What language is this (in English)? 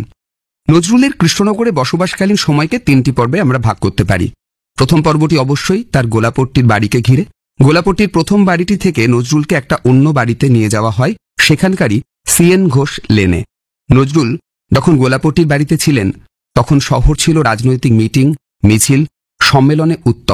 Bangla